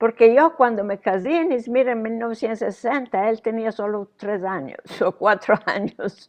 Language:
Ladino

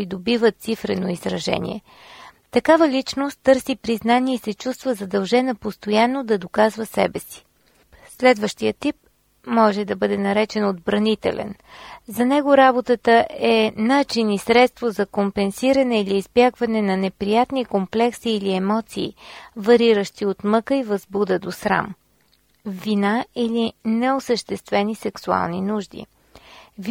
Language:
Bulgarian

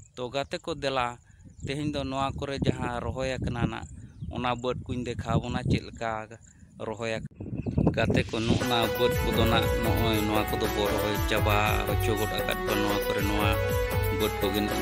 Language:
Santali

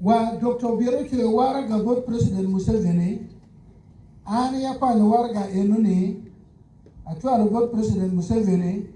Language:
Acoli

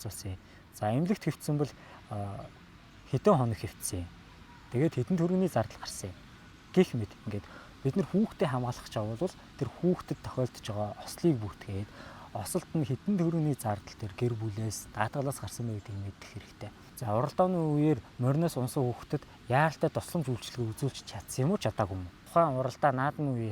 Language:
Mongolian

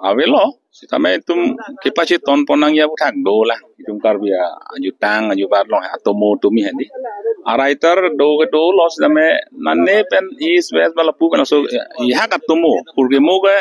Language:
Karbi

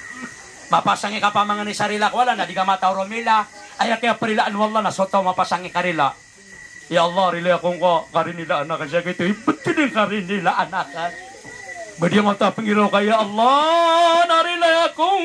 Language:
Maranao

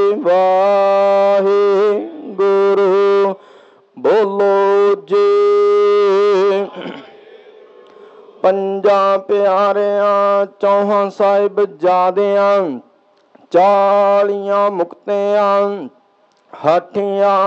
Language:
Punjabi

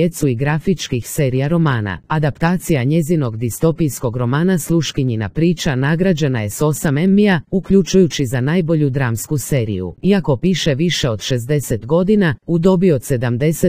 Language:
Croatian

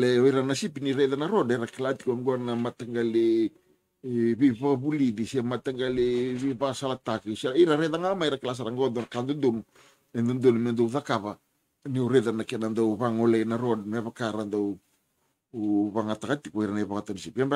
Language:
Fijian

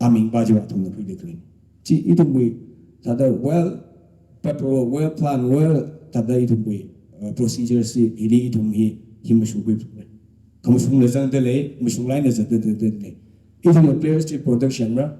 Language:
Tangkhul Naga (India)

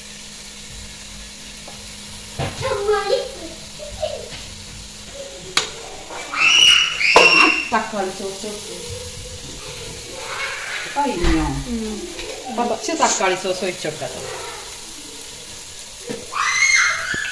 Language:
Malayalam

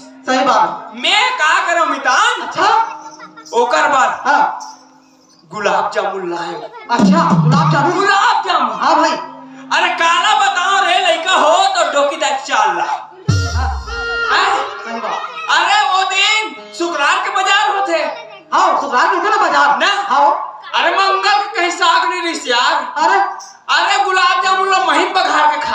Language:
Chhattisgarhi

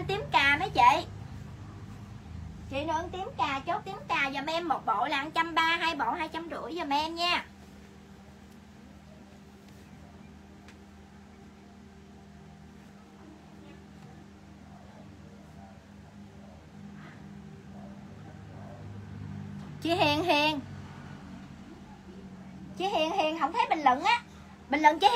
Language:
Vietnamese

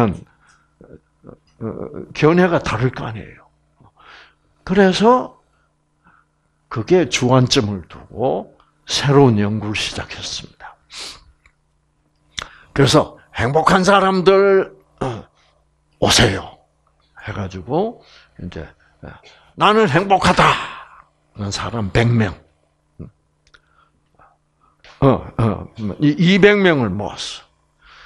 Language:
Korean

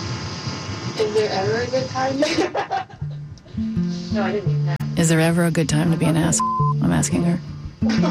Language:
English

